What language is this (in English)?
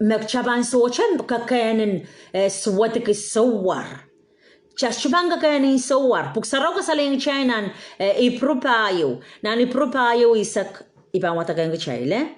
Pohnpeian